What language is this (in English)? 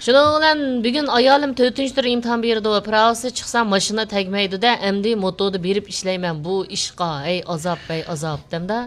Uyghur